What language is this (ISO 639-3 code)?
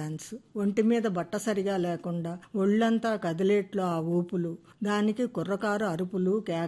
tel